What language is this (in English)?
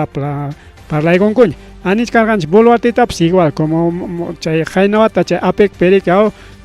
Ayacucho Quechua